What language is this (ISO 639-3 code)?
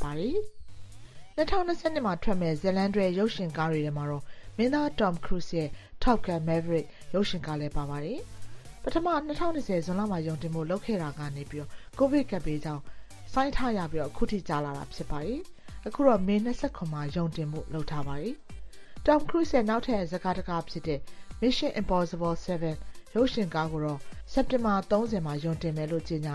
mya